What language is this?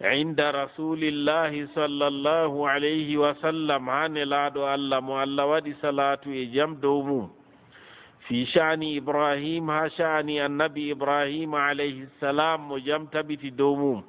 Fula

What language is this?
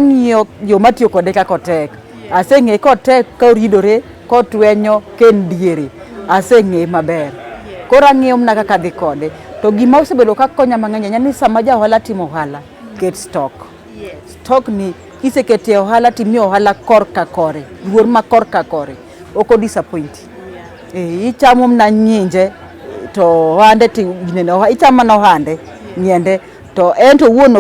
Luo (Kenya and Tanzania)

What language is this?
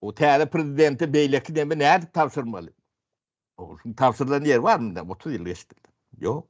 Turkmen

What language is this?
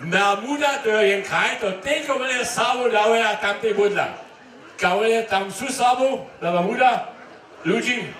Upper Sorbian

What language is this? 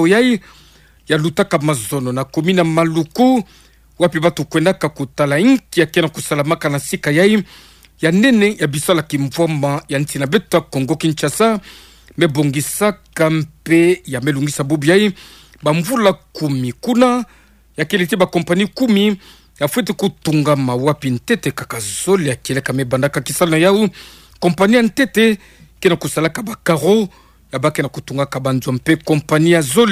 Kituba (Democratic Republic of Congo)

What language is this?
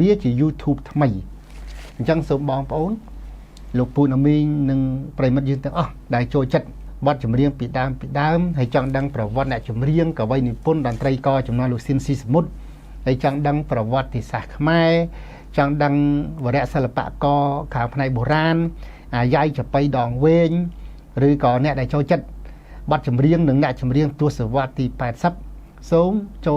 Khmer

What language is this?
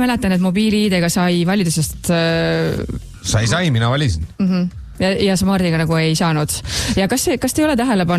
Estonian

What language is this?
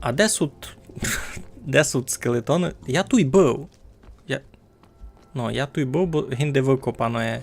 Rusyn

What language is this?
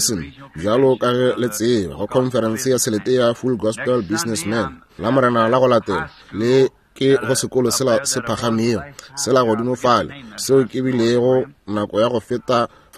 Northern Sotho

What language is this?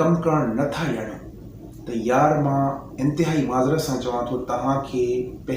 Sindhi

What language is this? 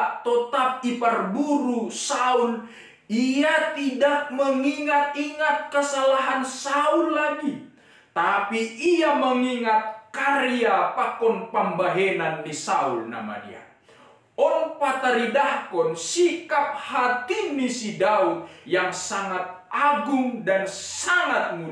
Batak Simalungun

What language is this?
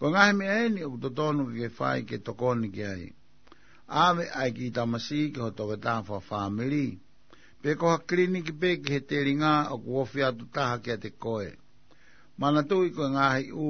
Tongan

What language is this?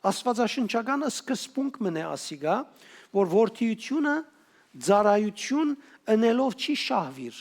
Western Armenian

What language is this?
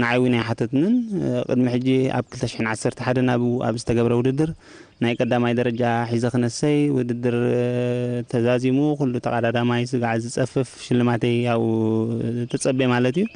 Tigrinya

